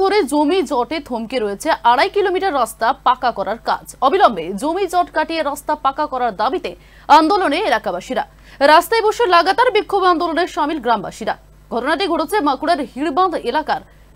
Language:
Bangla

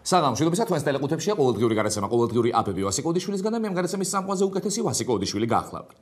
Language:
Georgian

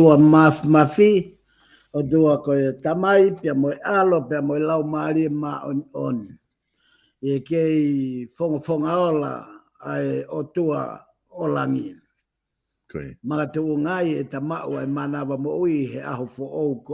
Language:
Tongan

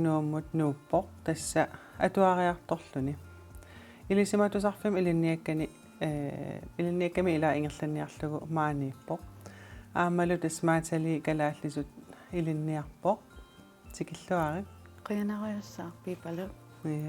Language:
Kalaallisut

